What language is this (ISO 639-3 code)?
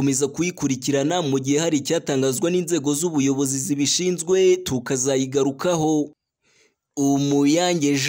kin